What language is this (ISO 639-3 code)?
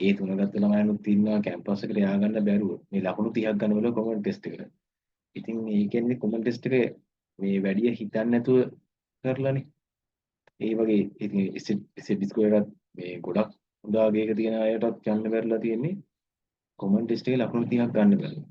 sin